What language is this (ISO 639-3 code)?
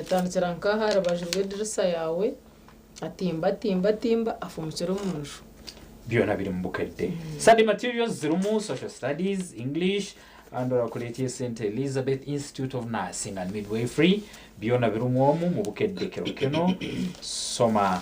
nyn